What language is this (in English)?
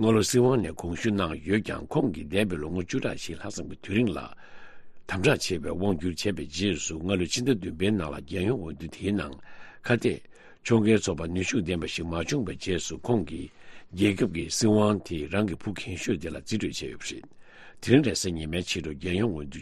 Tibetan